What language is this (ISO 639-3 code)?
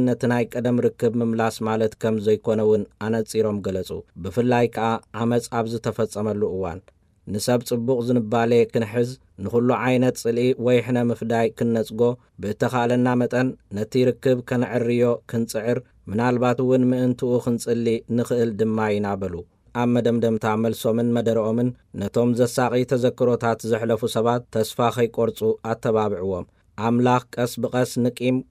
tir